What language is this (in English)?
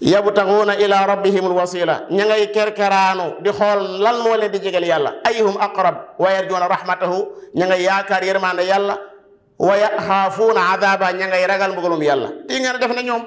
Wolof